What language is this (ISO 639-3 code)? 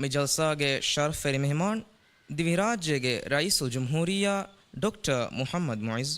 div